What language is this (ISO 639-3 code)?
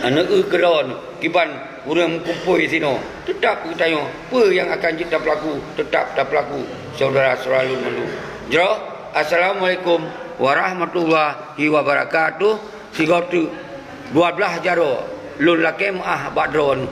ace